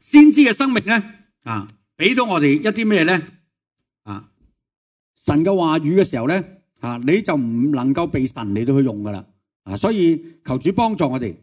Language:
Cantonese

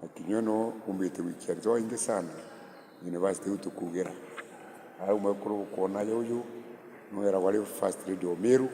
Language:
Meru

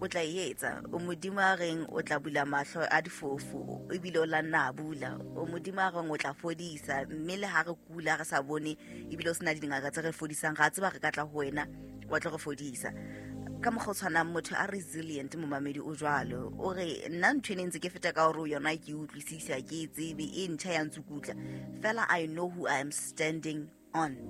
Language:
Southern Sotho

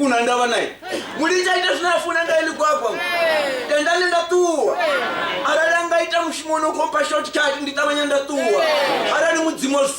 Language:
Venda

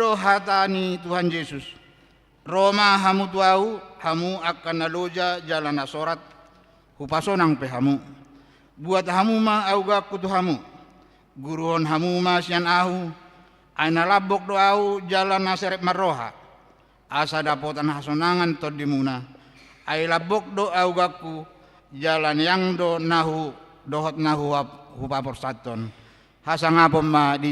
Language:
Batak Toba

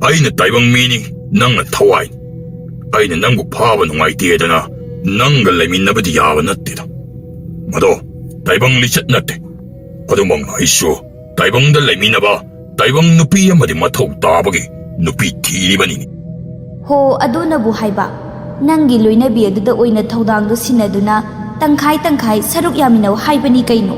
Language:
Manipuri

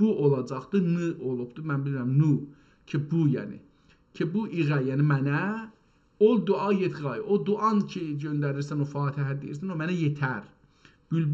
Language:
South Azerbaijani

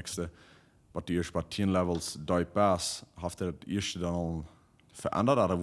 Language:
Plautdietsch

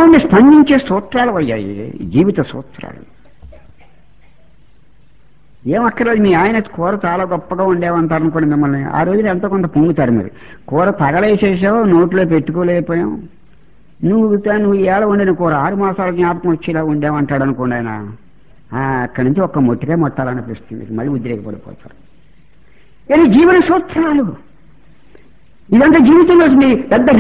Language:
Telugu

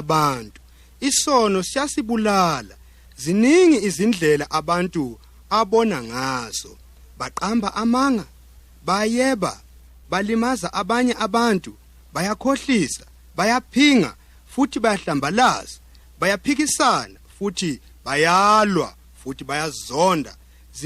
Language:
Zulu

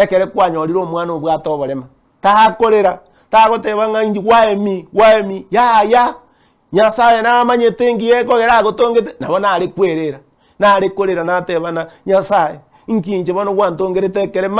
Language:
Gusii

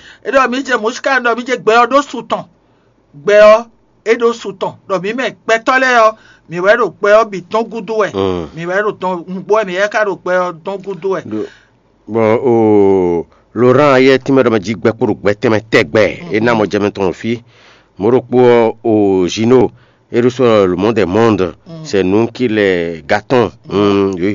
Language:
Fon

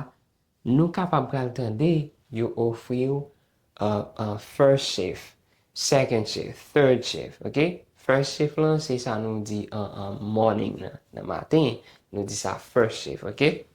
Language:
Haitian Creole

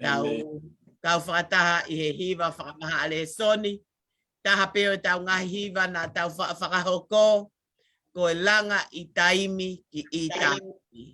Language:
Tongan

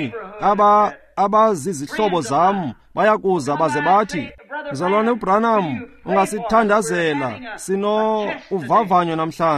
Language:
Xhosa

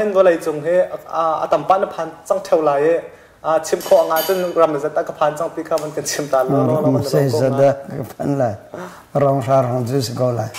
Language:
Hakha Chin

